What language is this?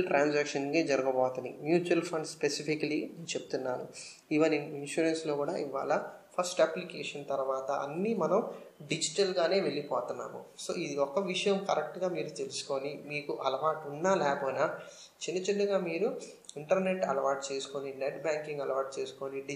Telugu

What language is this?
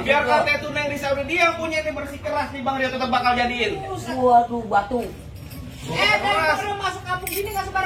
Betawi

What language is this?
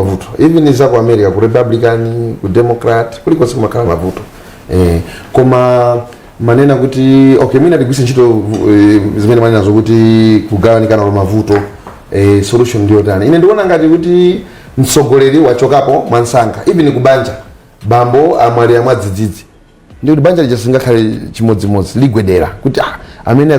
Nyanja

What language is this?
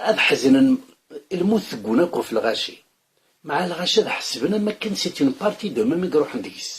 Kabyle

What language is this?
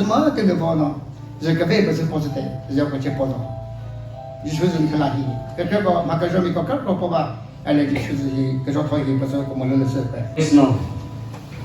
Chokri Naga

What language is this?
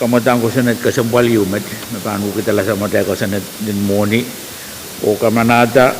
Pohnpeian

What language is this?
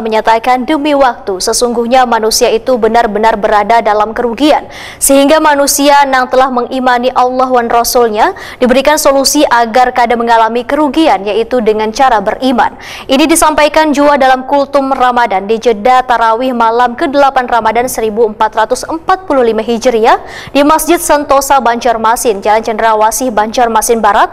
Banjar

